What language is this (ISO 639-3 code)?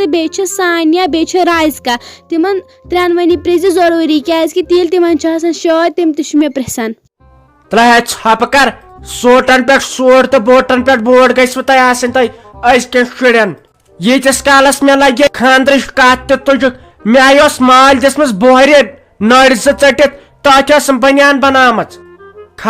kas